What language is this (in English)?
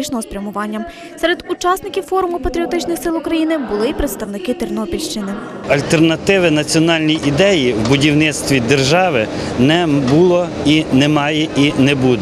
Ukrainian